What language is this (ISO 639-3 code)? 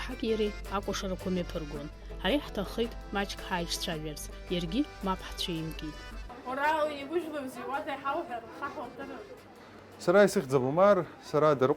abk